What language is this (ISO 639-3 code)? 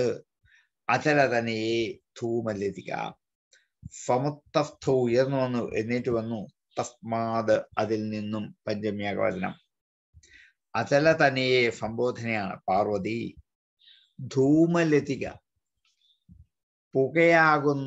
mal